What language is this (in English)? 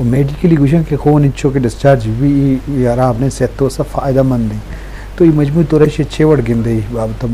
Eastern Balochi